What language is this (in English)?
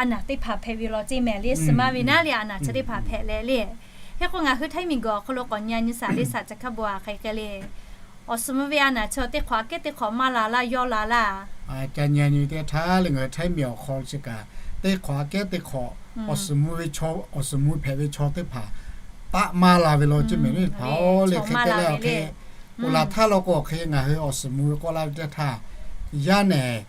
Lahu